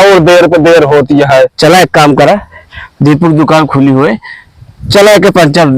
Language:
Awadhi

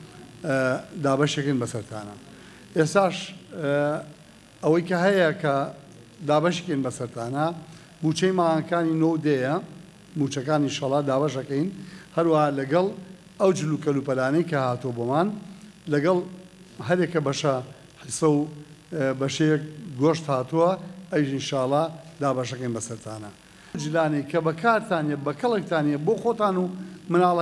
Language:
Central Kurdish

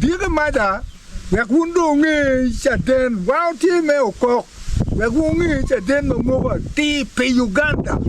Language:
Acoli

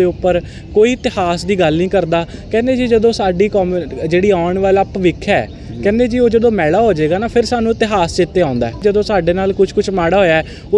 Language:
Punjabi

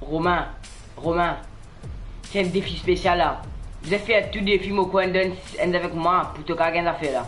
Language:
Morisyen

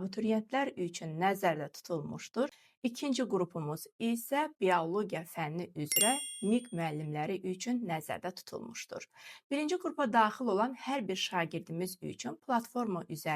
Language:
Azerbaijani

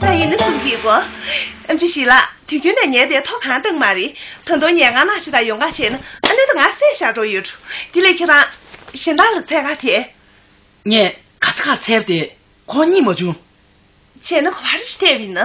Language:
Tibetan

